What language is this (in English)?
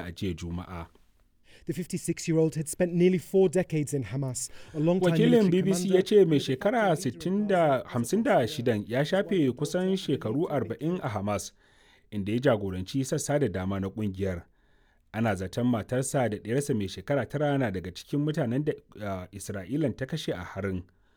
Hausa